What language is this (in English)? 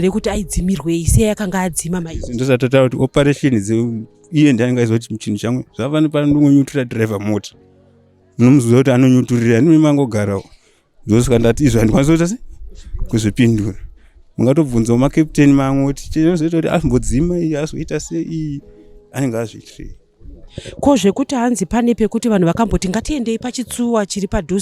Shona